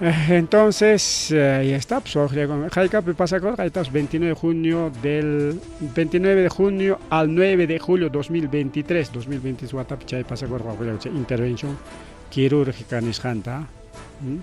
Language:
Ayacucho Quechua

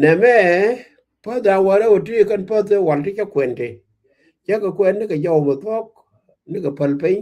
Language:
Nuer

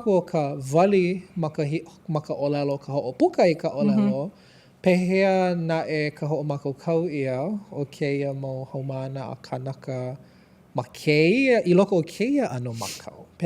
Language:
Hawaiian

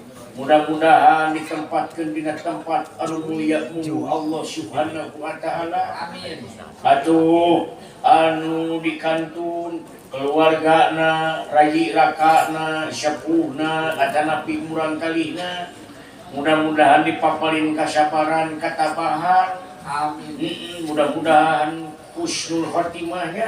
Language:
Sundanese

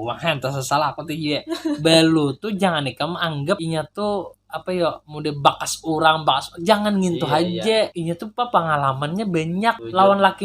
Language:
Banjar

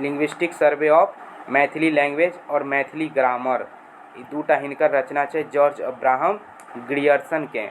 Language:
Maithili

